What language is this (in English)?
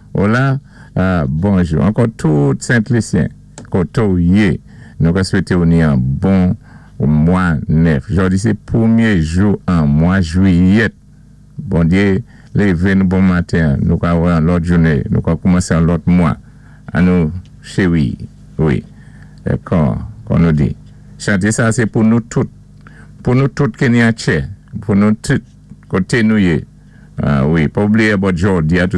Saint Lucian Creole French